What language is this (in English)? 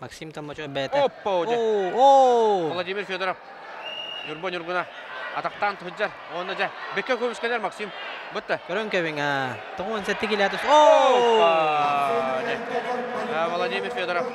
Yakut